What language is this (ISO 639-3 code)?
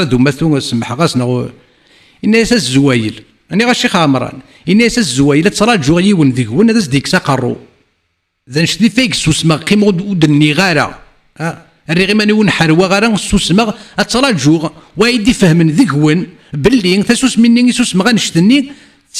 kab